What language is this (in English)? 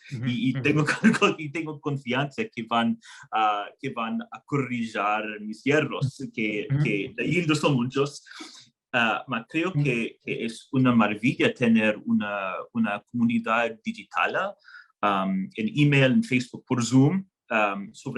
Ladino